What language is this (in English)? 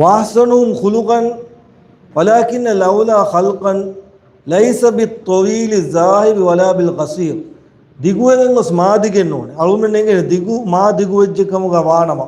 Divehi